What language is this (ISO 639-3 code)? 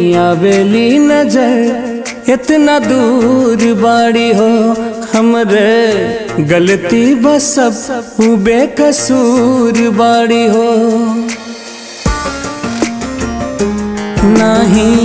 bho